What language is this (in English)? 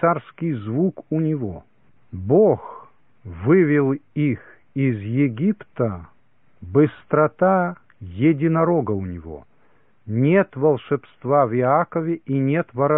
Russian